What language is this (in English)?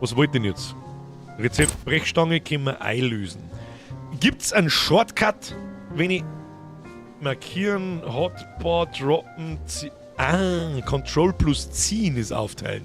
Bavarian